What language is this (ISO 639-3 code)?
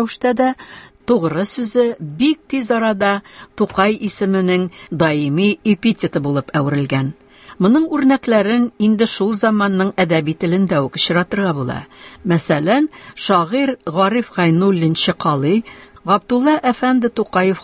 tat